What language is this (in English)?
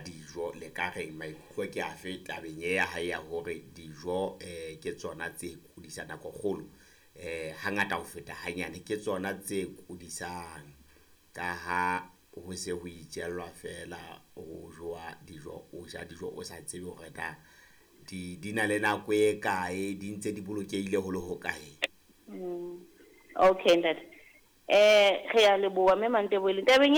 Southern Sotho